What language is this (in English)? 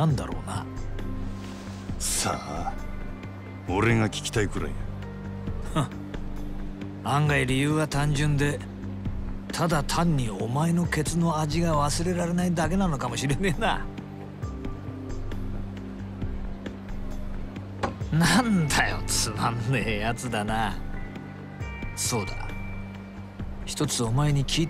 Japanese